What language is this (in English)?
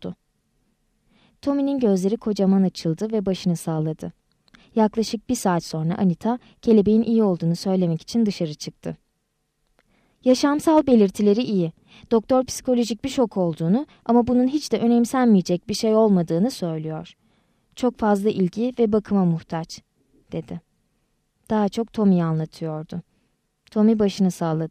Turkish